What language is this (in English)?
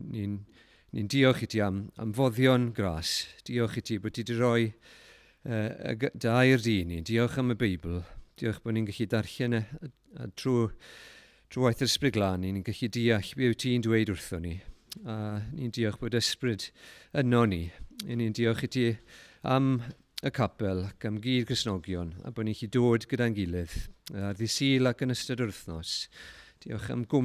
Welsh